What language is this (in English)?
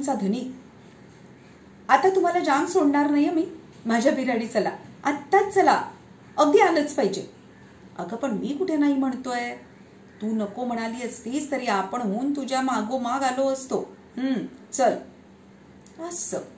Marathi